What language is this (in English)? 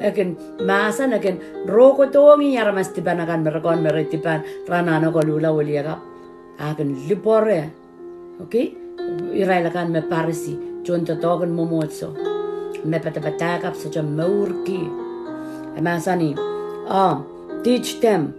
Pohnpeian